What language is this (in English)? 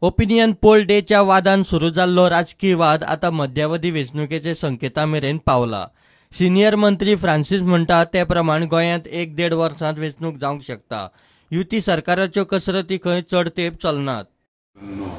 Konkani